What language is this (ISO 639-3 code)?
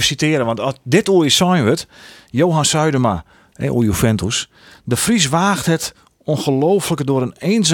fry